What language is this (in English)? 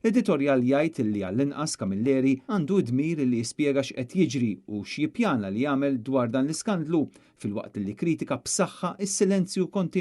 Maltese